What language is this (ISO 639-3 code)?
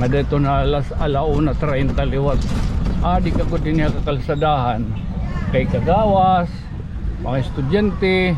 war